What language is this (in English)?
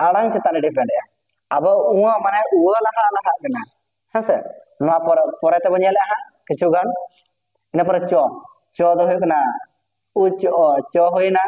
Santali